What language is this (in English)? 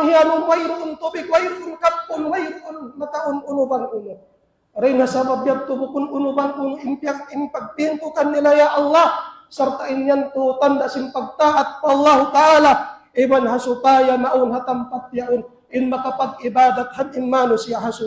Tausug